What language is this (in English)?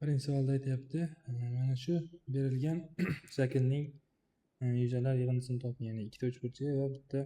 Uzbek